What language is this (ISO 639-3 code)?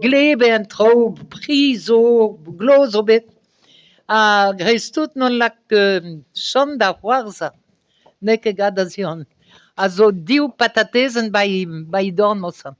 bre